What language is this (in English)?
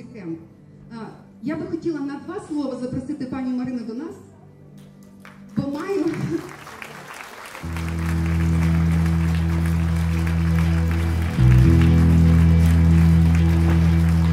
Ukrainian